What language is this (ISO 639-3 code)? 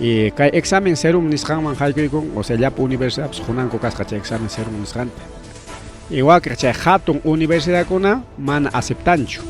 quy